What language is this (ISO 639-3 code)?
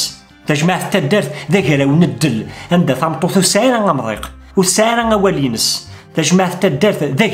kab